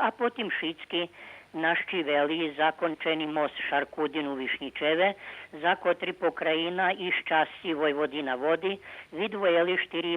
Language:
Rusyn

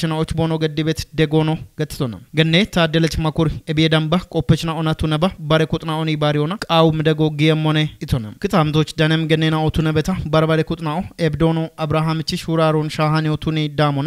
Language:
Kafa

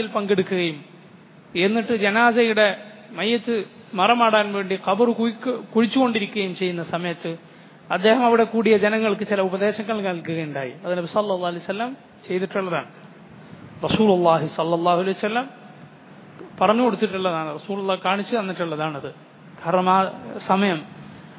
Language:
Malayalam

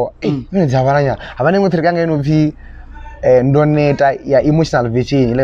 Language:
Venda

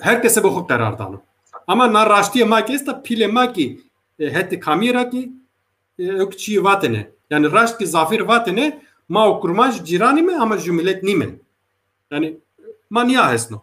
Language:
Zaza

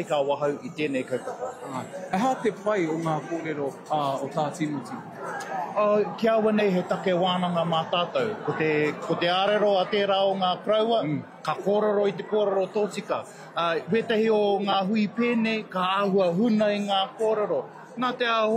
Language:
Māori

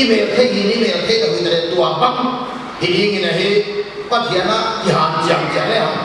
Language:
Paite Chin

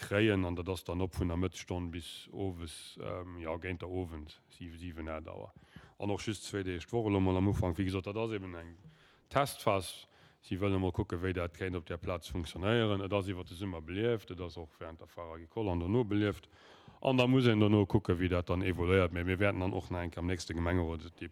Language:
Luxembourgish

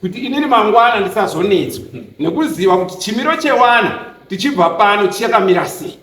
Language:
Shona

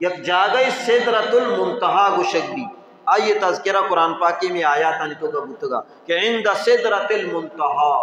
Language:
Baluchi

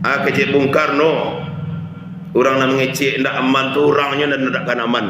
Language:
Minangkabau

